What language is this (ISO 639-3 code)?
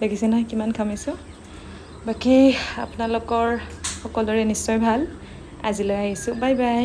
asm